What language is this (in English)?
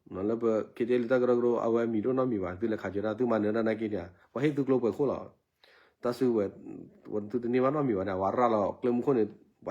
S'gaw Karen